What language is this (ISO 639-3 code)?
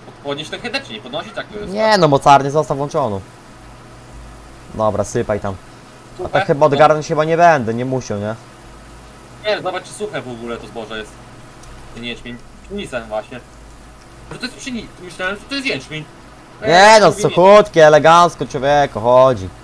pol